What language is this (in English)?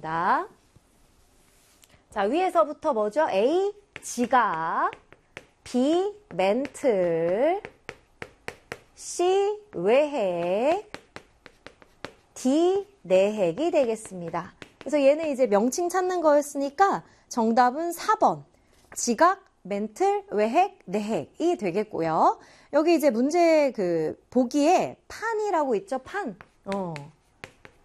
Korean